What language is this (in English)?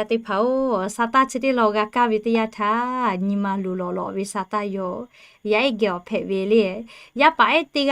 Lahu